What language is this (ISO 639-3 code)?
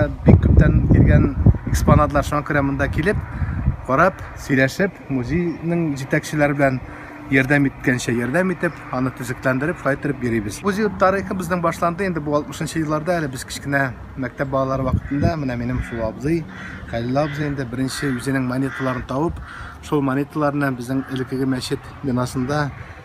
tat